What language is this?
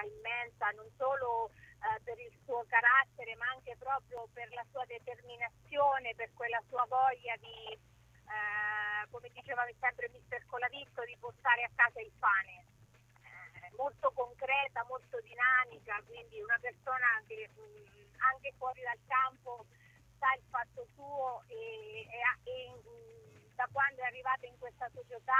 Italian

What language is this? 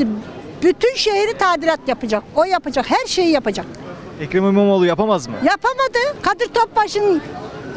Turkish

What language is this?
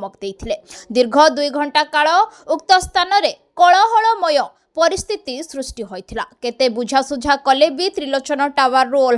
Odia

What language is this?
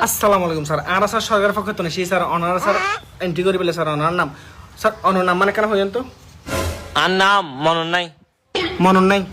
Rohingya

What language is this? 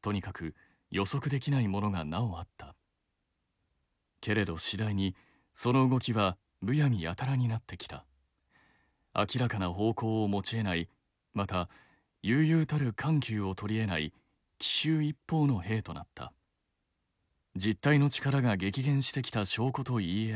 Japanese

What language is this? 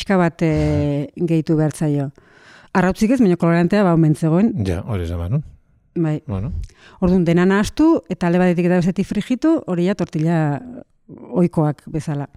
Basque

